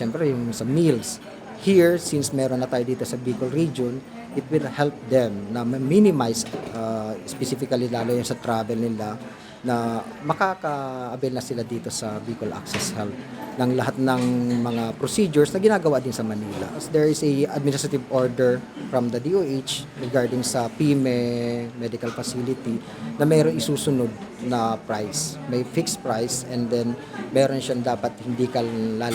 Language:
Bikol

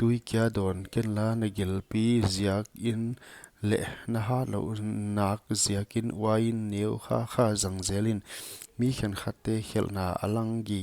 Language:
Paite Chin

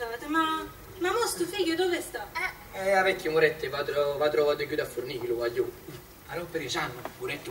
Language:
Neapolitan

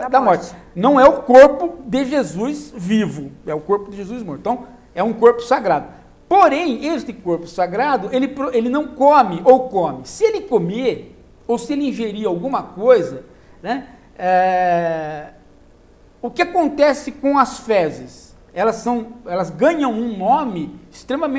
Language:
Portuguese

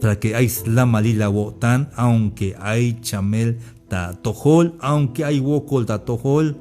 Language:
Tzeltal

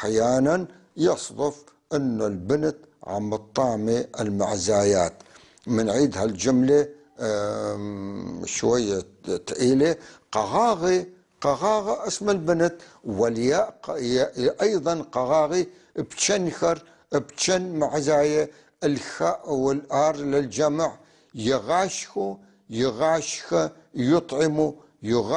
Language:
North Levantine Arabic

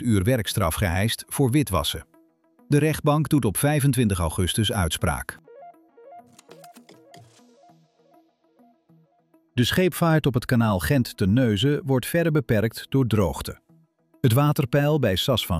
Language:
Dutch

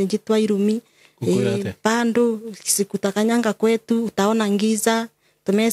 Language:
Kikuyu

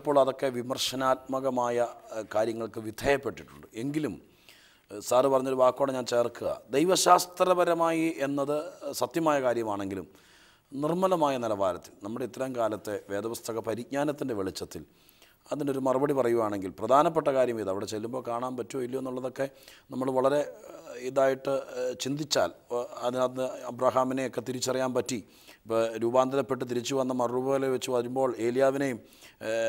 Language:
Malayalam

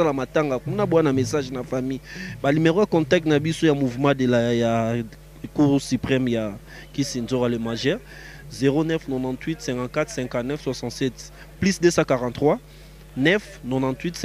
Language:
Lingala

